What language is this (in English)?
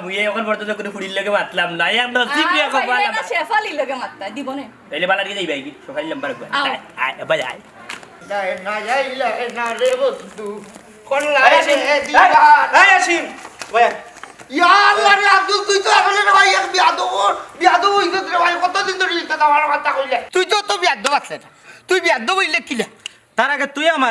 Sylheti